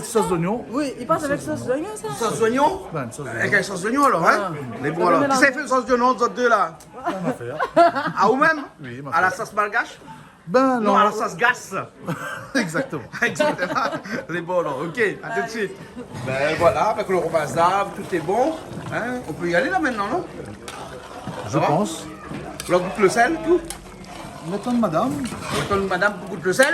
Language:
Réunion Creole French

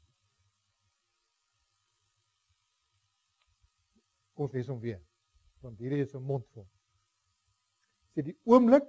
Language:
Afrikaans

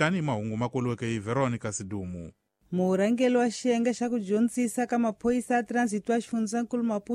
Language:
Tsonga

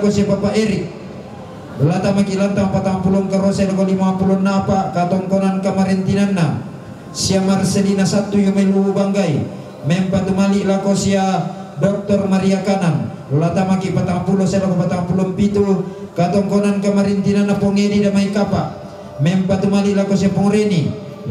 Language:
Toraja-Sa'dan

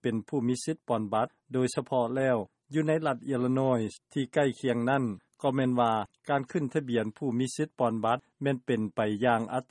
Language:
Lao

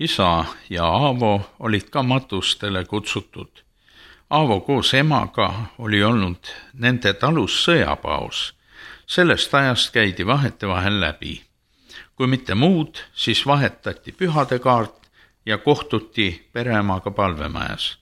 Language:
Estonian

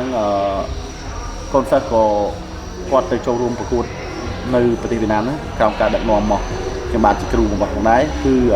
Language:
Khmer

